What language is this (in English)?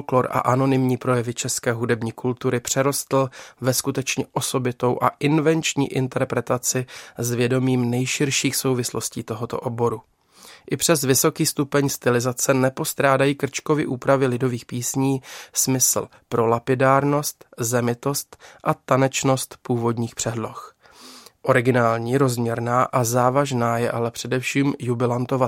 Czech